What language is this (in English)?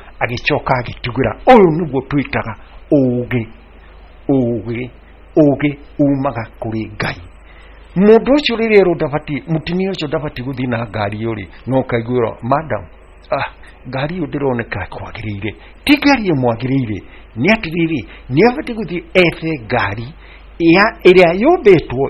Kikuyu